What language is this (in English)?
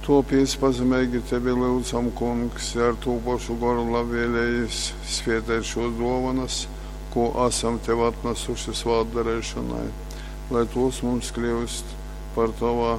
Latgalian